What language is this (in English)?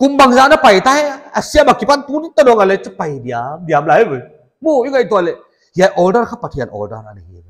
Paite Chin